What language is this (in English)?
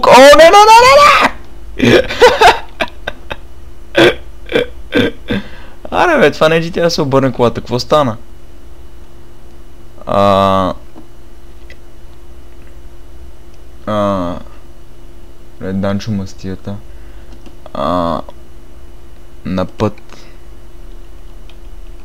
Bulgarian